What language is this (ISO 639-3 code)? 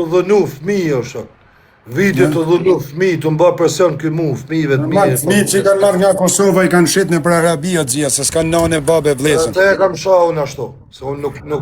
sqi